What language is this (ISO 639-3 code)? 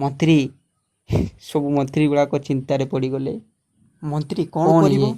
ori